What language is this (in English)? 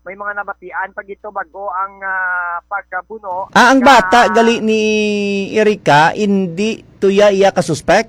Hiligaynon